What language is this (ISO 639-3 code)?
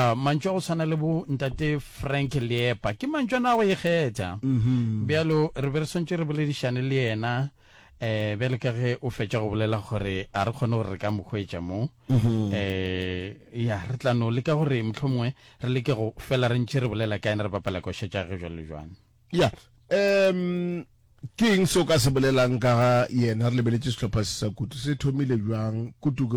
nso